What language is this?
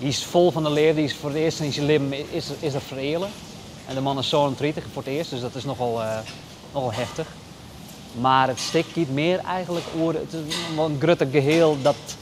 Western Frisian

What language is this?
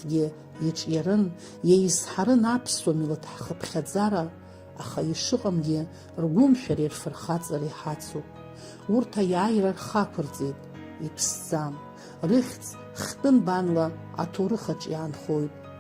Abkhazian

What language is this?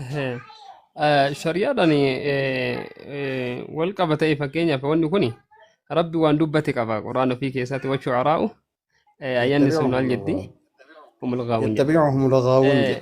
Oromo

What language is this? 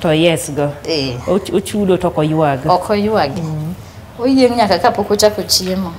Luo (Kenya and Tanzania)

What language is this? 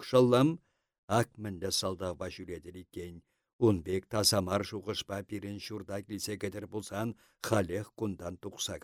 Chuvash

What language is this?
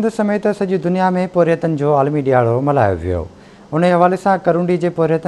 Sindhi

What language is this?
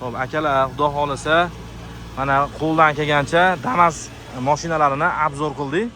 Uzbek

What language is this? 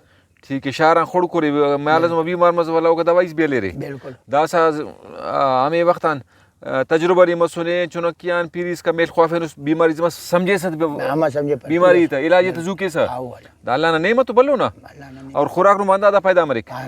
Brahui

